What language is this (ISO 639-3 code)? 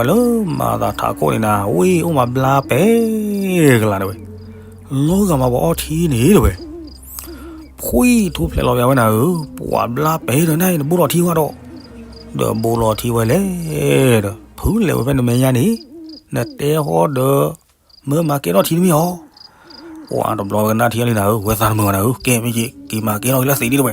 ksw